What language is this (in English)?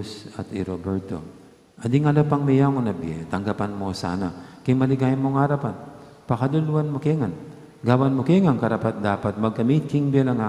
Pampanga